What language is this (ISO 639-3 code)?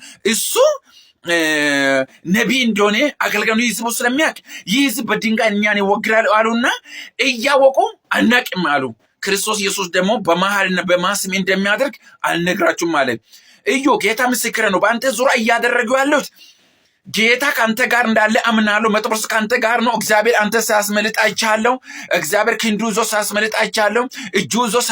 amh